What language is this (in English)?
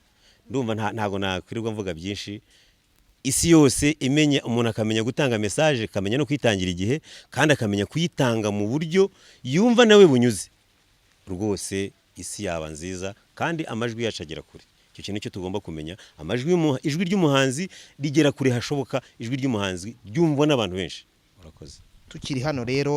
Kinyarwanda